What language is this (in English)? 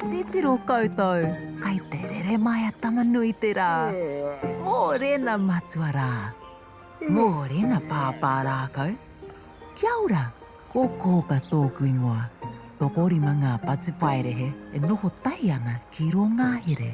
Māori